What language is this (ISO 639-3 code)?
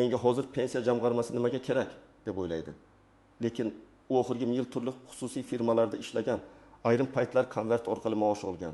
uzb